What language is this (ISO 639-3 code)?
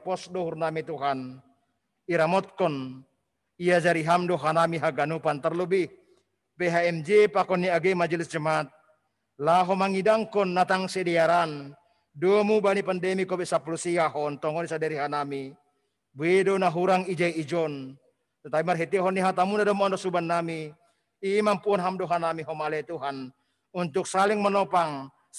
bts